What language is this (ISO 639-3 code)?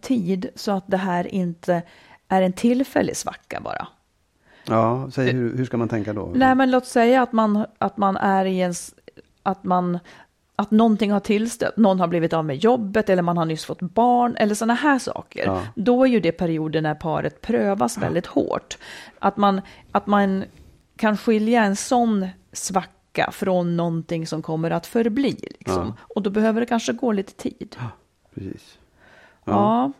swe